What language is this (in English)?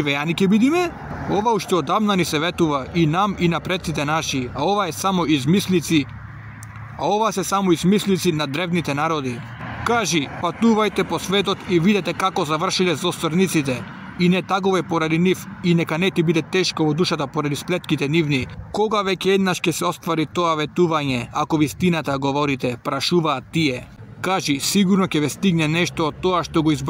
Macedonian